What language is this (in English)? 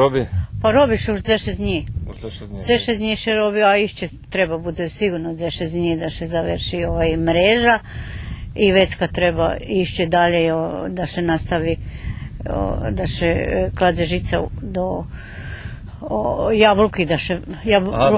Rusyn